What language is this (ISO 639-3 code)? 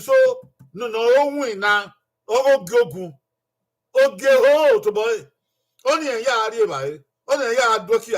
bin